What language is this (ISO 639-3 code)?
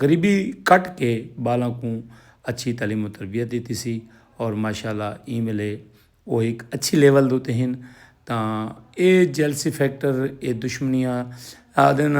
skr